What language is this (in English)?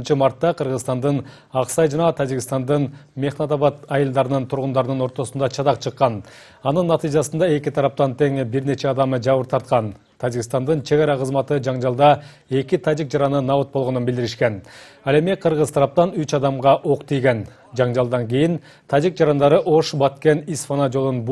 Kyrgyz